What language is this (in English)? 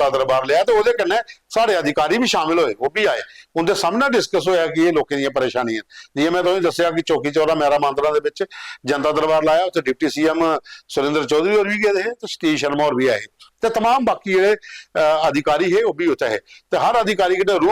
Dogri